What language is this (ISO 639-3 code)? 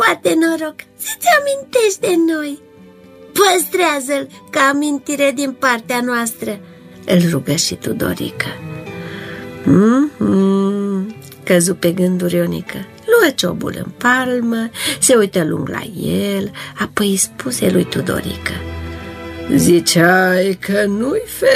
ron